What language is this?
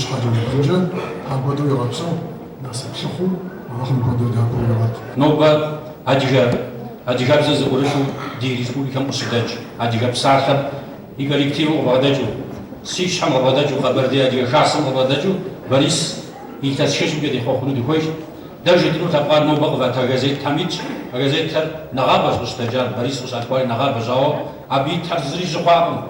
Kabardian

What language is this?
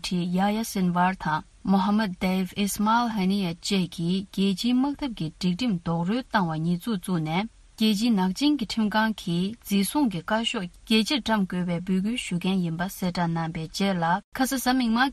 Tibetan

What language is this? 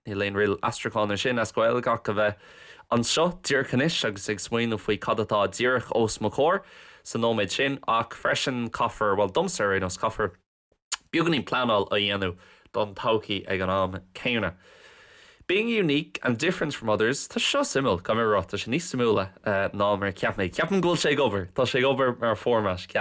Irish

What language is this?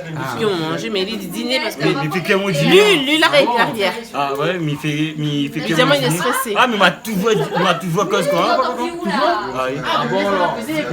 Réunion Creole French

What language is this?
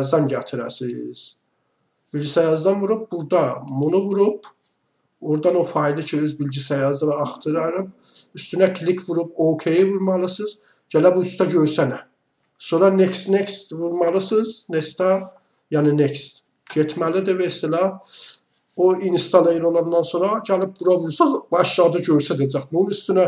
Azerbaijani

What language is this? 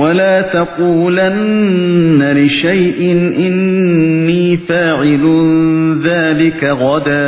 Uyghur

